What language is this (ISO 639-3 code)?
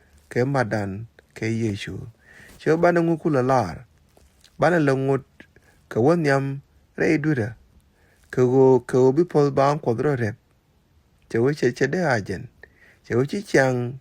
nus